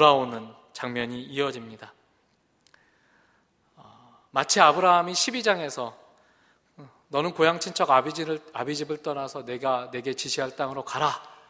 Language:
Korean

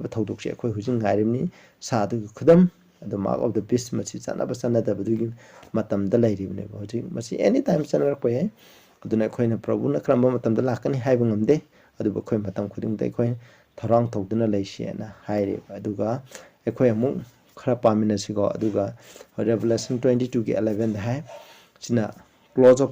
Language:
Manipuri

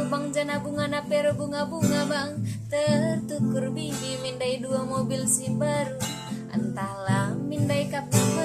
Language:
Batak Karo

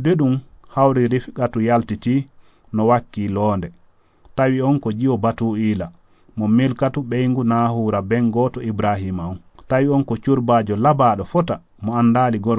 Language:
Fula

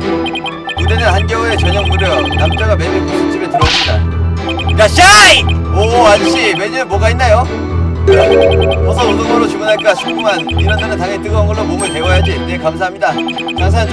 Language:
Korean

